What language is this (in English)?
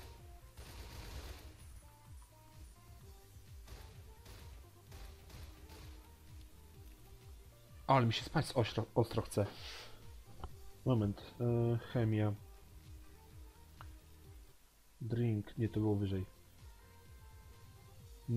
Polish